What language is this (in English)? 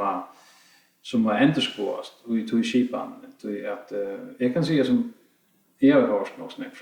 Faroese